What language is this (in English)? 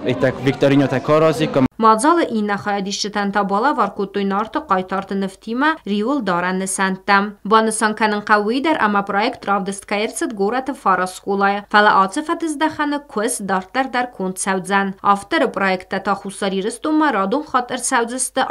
Ossetic